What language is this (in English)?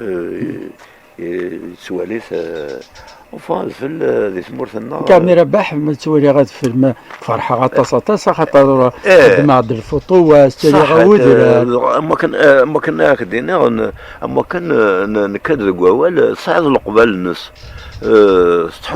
Kabyle